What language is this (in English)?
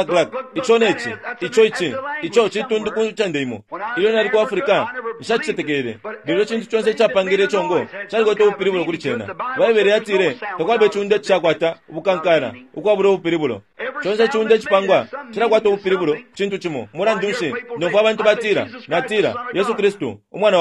Bemba